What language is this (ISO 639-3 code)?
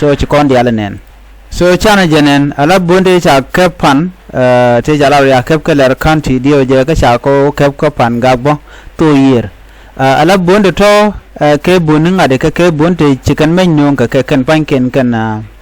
nus